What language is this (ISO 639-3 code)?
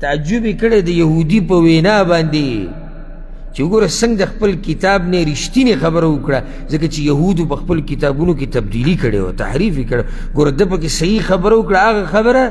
pus